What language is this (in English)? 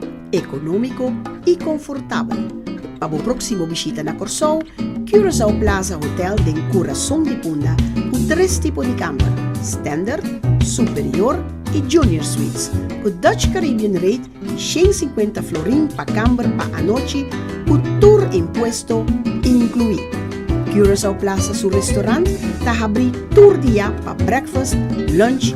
Papiamento